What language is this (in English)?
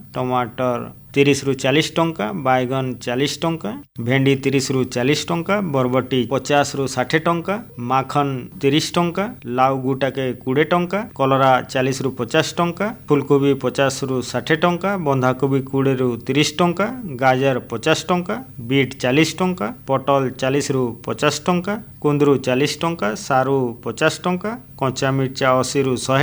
Odia